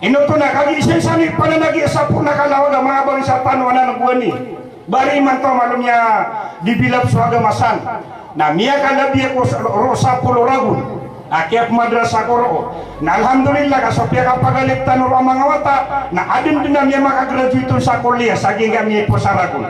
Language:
Maranao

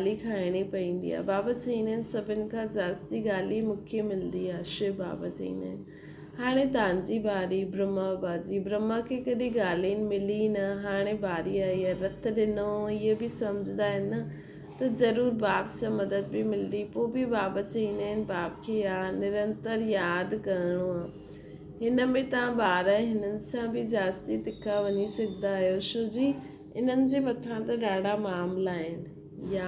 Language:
Sindhi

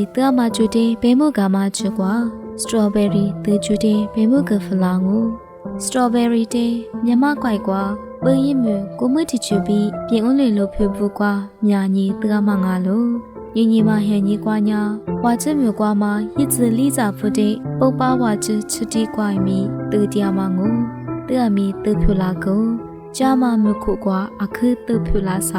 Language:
Lisu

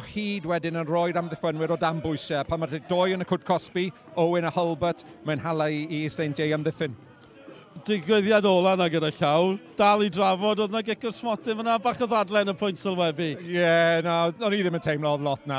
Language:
Welsh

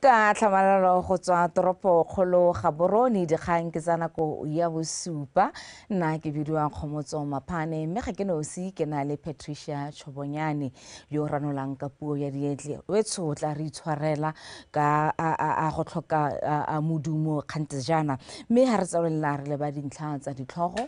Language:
Tswana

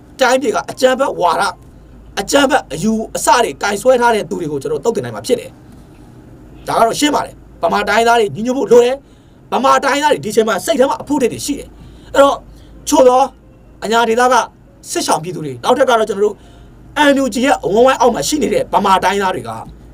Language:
Burmese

